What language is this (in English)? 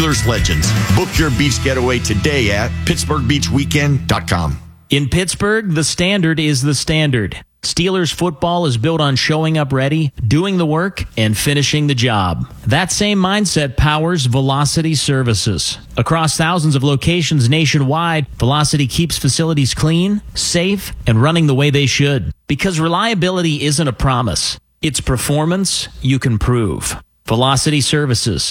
English